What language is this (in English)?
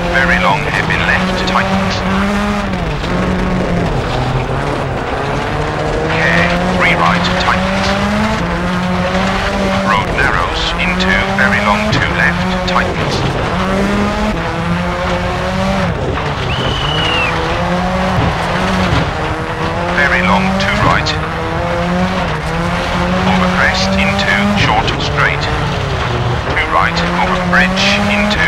English